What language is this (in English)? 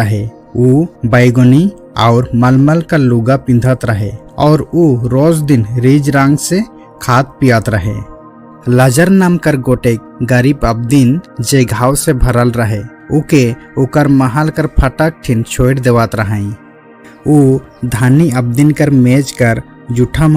Sadri